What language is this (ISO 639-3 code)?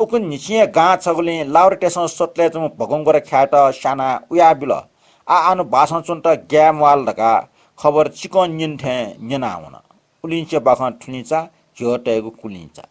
new